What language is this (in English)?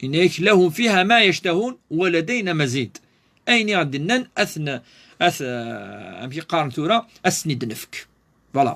Kabyle